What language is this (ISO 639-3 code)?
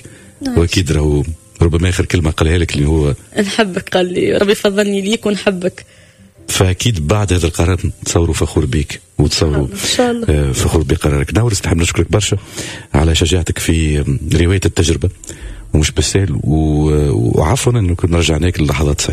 aeb